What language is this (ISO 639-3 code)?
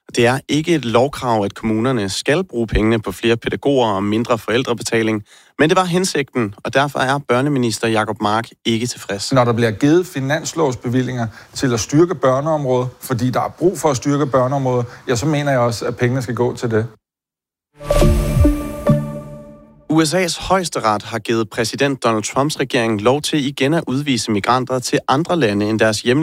dan